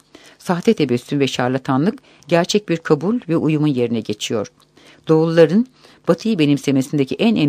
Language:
Turkish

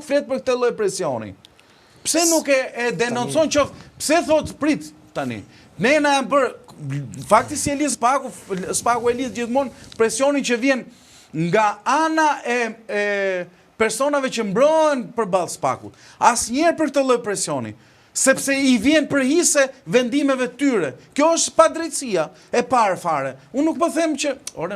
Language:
Albanian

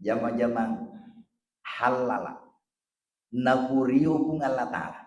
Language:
Buginese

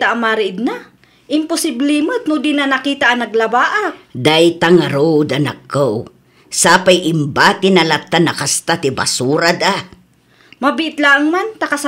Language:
Iloko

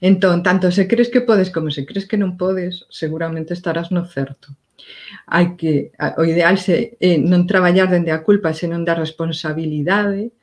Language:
Galician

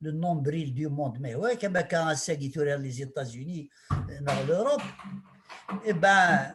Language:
Kabyle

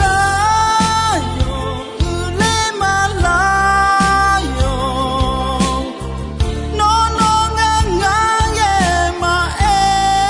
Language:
Akha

